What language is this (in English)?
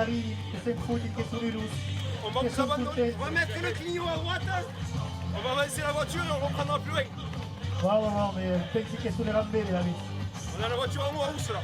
Occitan